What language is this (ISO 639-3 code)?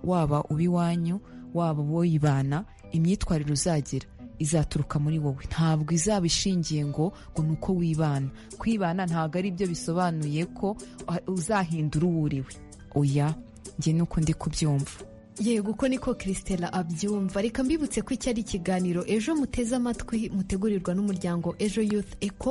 kin